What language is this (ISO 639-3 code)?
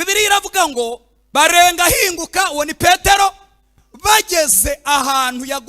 kin